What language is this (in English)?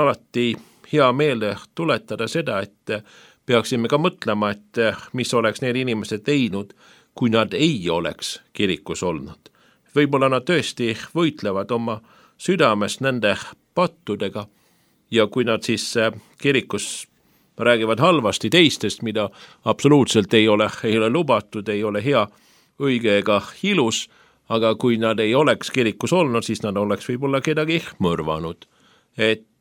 Estonian